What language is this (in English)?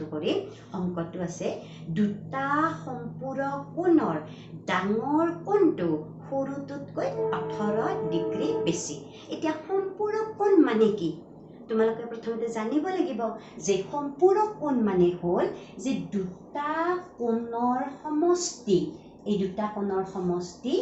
Assamese